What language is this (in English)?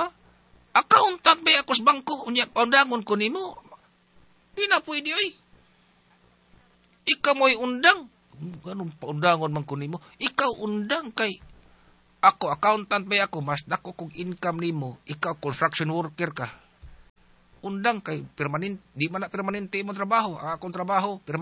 Cebuano